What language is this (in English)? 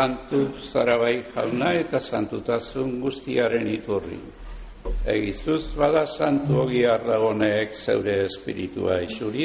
Basque